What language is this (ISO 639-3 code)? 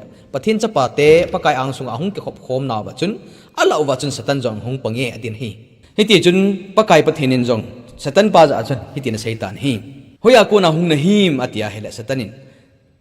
tcz